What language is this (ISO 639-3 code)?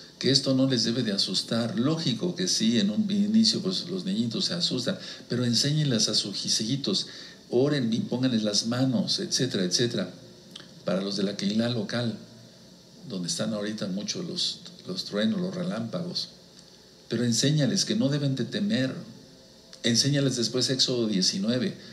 spa